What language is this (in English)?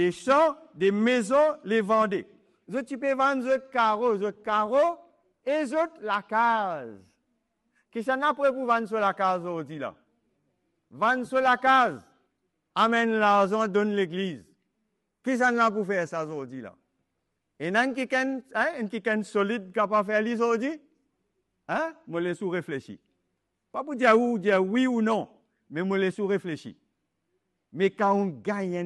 Morisyen